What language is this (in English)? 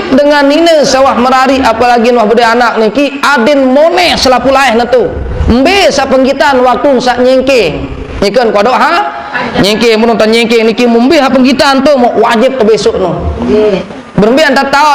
Sasak